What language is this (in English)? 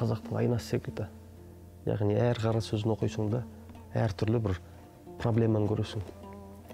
Kazakh